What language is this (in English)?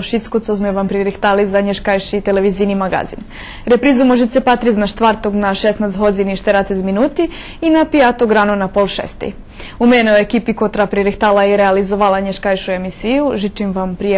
Rusyn